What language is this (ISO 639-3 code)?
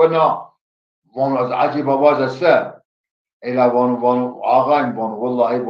zza